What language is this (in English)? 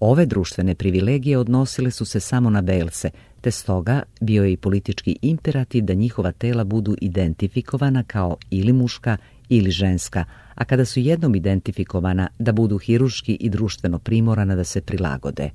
Serbian